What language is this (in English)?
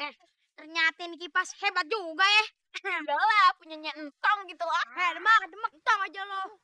Betawi